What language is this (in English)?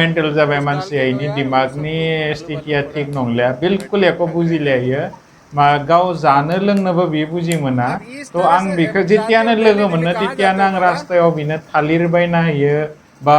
Bodo